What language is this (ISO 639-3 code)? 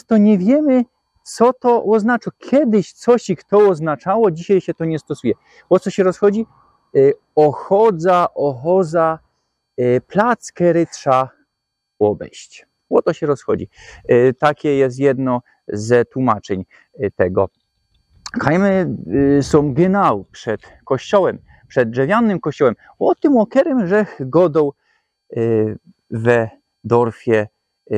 szl